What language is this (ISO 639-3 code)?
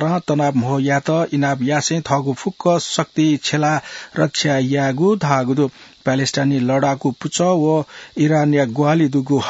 new